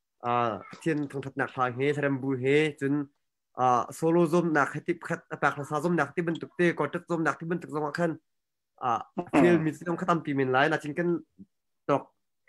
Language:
Hakha Chin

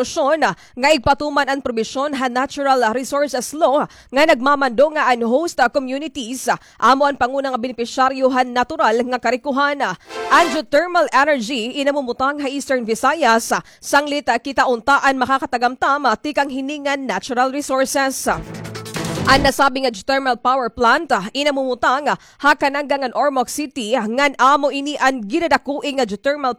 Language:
Waray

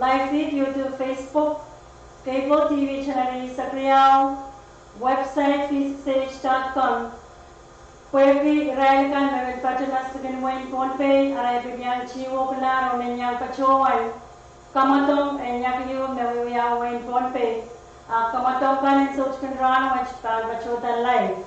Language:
Pohnpeian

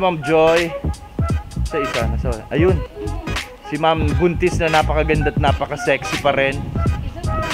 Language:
Filipino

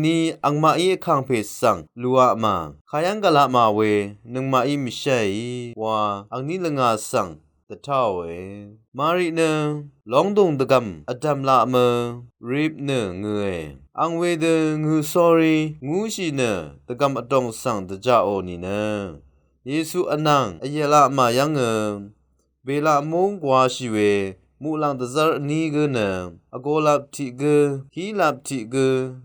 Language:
Rawang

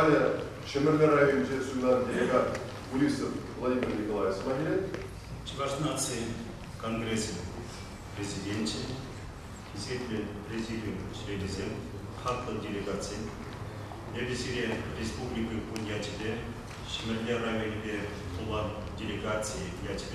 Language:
Chuvash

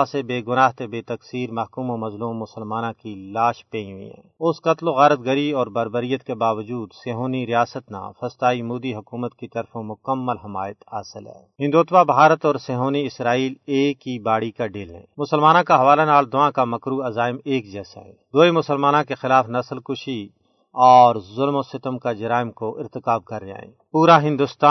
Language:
Gujari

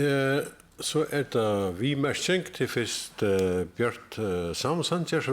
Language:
Faroese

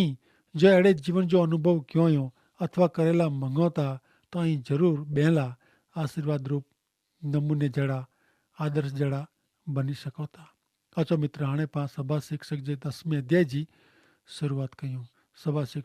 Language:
Kachhi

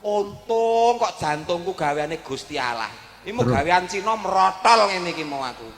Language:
Javanese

